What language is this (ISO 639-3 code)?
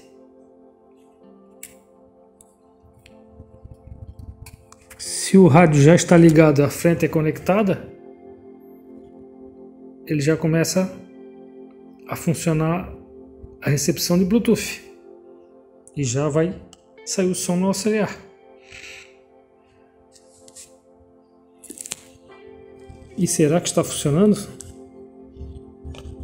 por